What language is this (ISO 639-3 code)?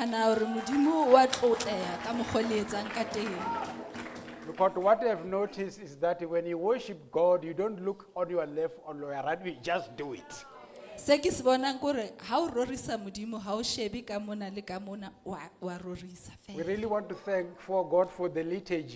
sot